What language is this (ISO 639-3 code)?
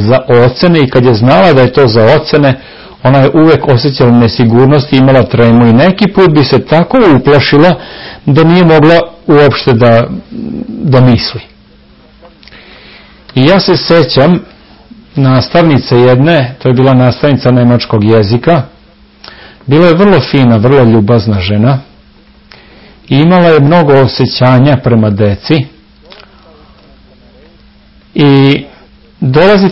srp